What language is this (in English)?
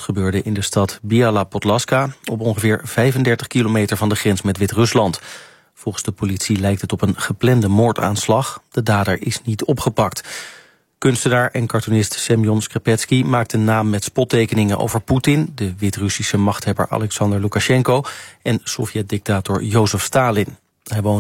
Dutch